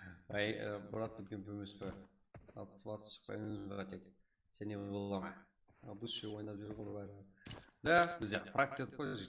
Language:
Kara-Kalpak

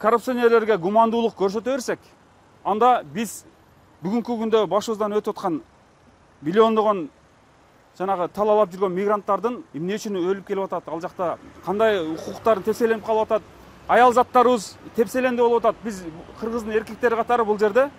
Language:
Kyrgyz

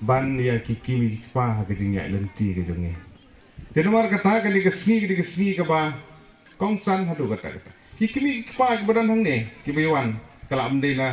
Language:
Khasi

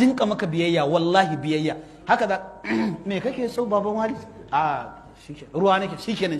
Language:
Hausa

